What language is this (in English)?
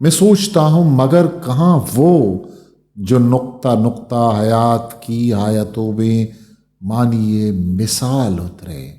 Eastern Balochi